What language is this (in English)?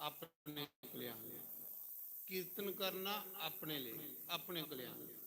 Dogri